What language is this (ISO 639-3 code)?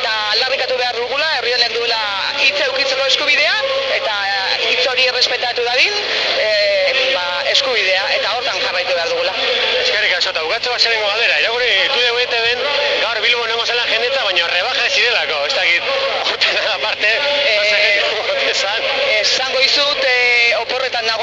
eus